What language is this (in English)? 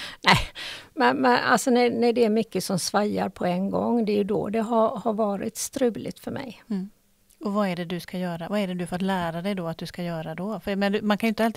Swedish